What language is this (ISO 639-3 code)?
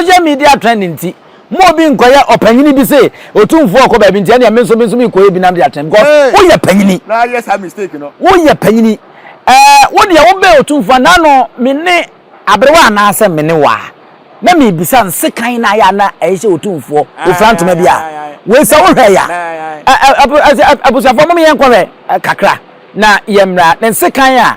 aka